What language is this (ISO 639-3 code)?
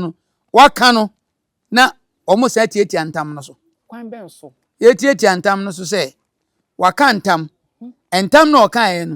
aka